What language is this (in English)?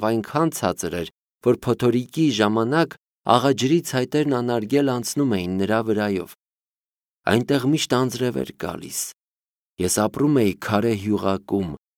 Armenian